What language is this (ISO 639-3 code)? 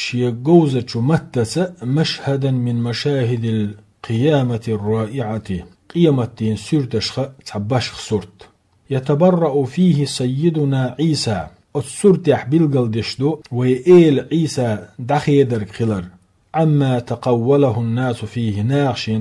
che